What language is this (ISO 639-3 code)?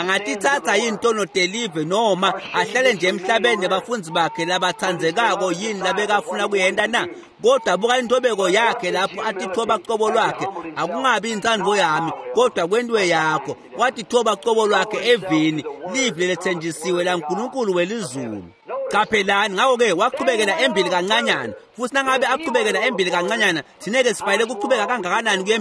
ssw